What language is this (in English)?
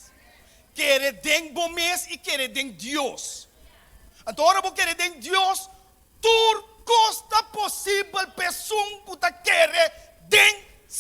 Papiamento